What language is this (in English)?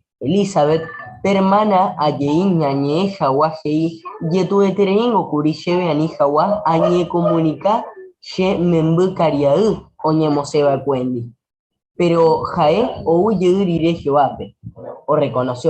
Guarani